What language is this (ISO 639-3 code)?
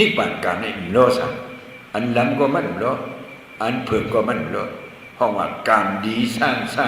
shn